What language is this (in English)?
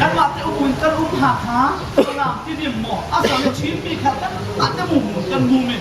Falam Chin